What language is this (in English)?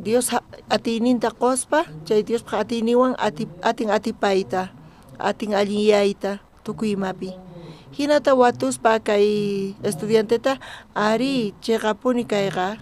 South Bolivian Quechua